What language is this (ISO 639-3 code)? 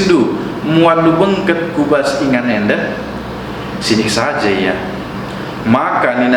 btx